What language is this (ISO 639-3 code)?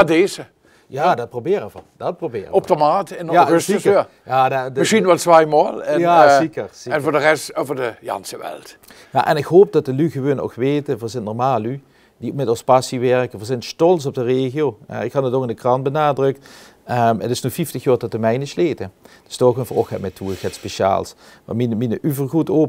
lim